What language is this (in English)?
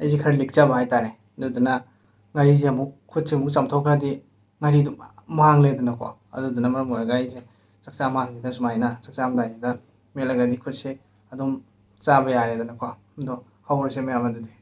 Manipuri